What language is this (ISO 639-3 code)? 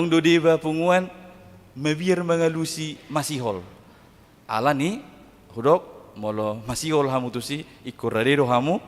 bbc